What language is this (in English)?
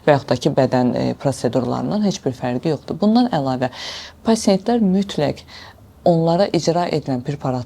Azerbaijani